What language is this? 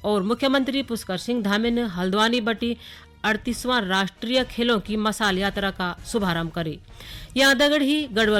Garhwali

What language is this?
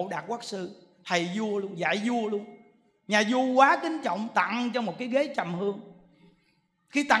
Vietnamese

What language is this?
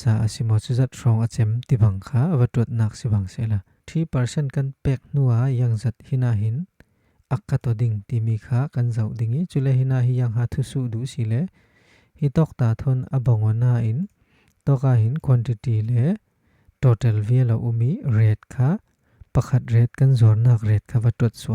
Falam Chin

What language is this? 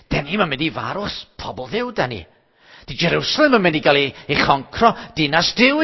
Welsh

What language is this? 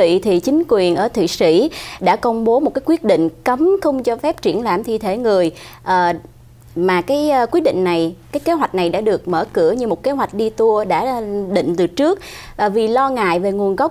Vietnamese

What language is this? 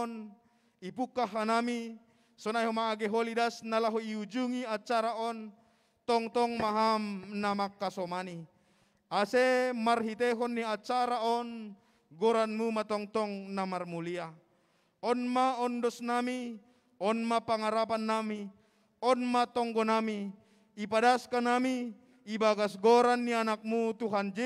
Batak Simalungun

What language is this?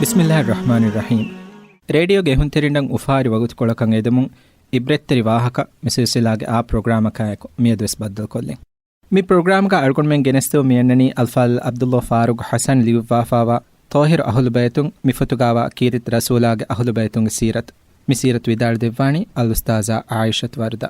Divehi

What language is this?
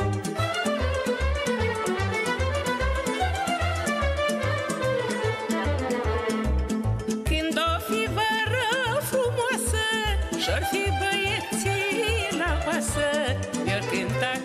Romanian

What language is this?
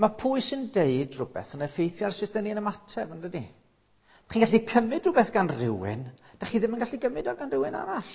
Welsh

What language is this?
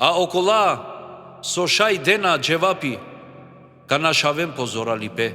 Balkan Romani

